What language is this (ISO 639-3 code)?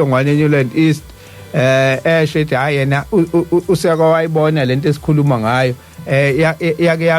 zul